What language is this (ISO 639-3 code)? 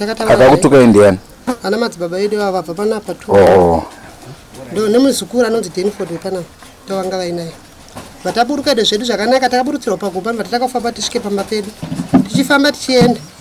sna